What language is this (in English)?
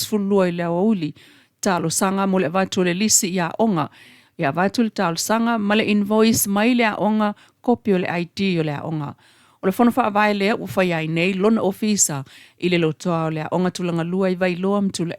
Samoan